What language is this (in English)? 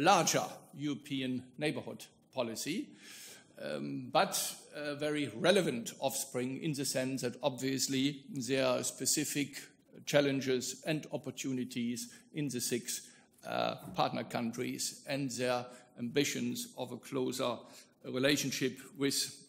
English